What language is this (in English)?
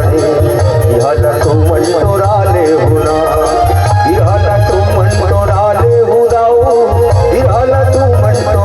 Chhattisgarhi